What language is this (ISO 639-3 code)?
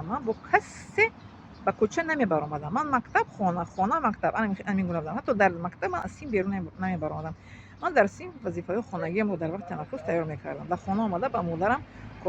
tgk